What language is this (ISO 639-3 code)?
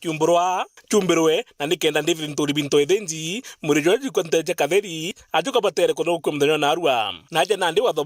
mer